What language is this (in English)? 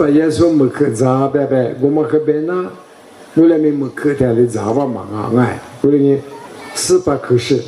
Lisu